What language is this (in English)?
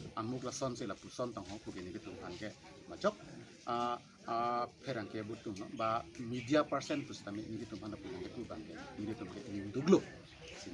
Karbi